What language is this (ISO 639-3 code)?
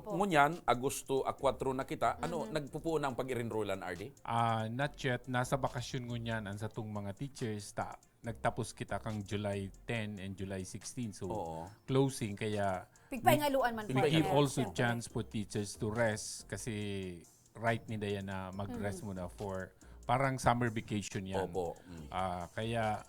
bik